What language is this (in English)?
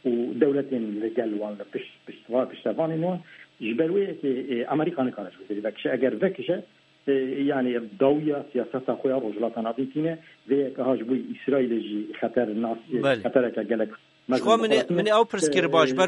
Kurdish